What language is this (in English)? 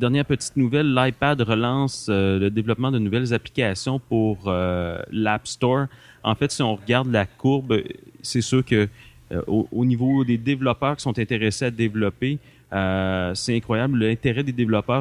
French